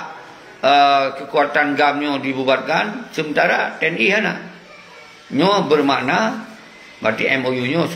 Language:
Achinese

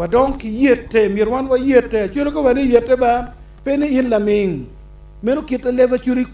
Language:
Acoli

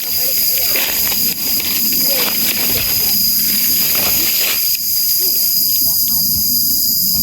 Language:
Northeastern Thai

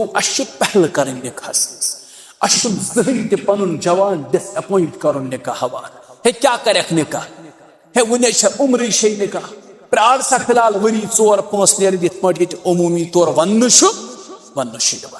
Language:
Kashmiri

